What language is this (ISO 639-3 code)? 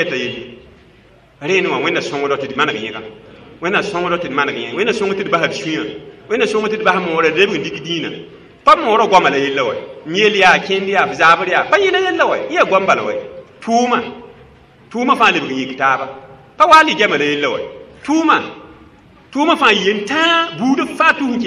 mos